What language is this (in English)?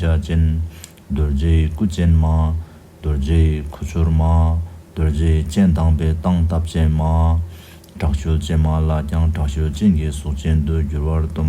Tibetan